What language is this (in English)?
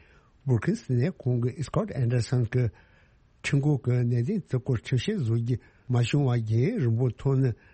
Tibetan